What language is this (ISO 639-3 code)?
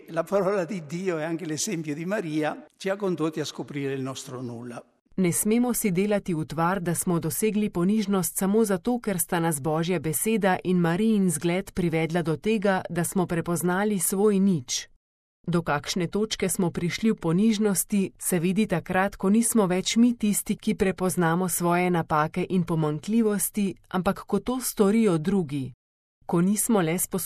slv